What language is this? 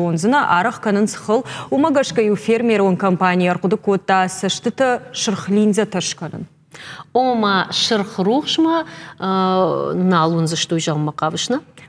Ossetic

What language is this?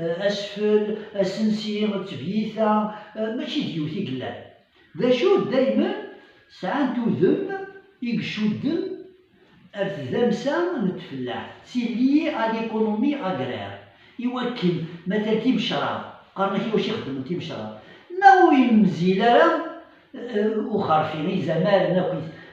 Kabyle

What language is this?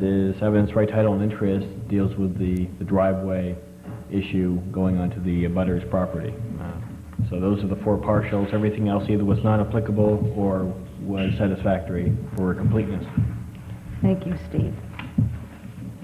English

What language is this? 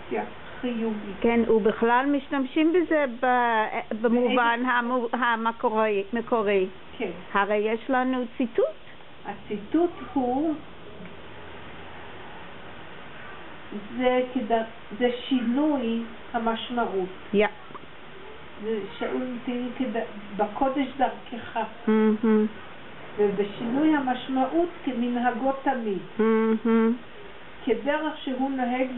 Hebrew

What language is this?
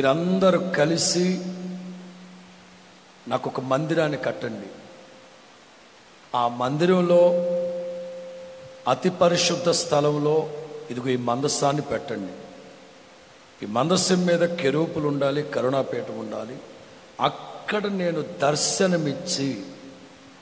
Telugu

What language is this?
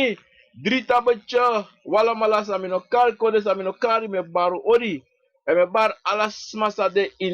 Sranan Tongo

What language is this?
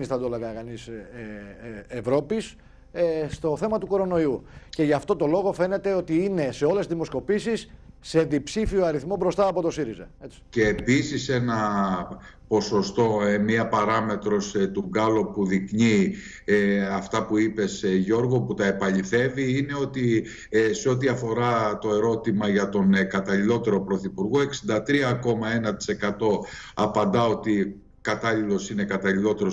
Greek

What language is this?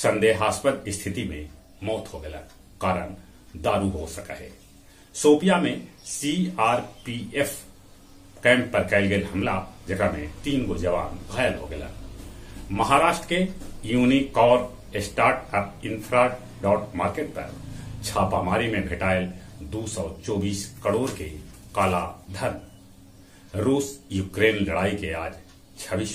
Magahi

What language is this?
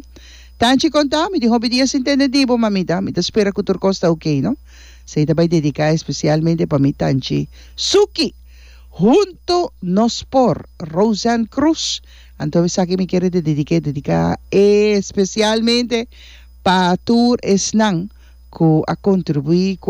Papiamento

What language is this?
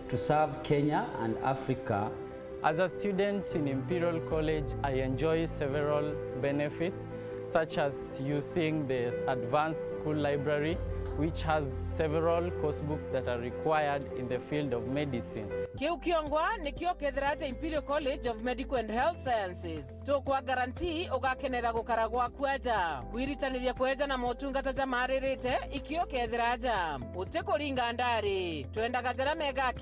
Meru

